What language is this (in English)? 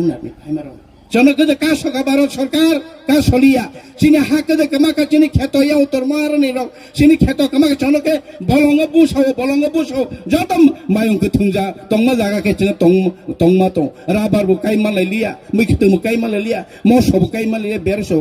Kok Borok